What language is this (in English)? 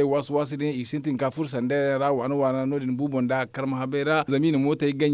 Zarma